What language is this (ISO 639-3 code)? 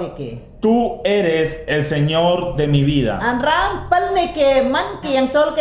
yan